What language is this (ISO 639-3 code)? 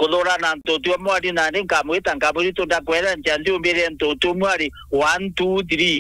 mer